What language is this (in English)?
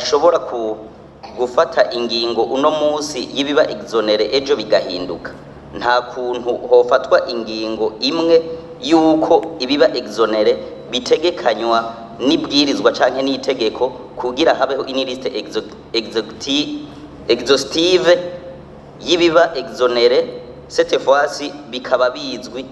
Rundi